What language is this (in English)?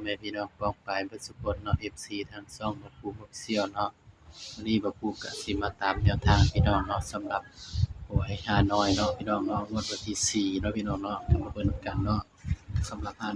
Northeastern Thai